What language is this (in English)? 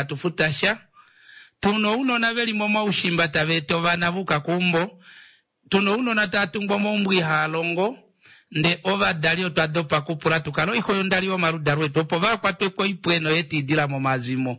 Kuanyama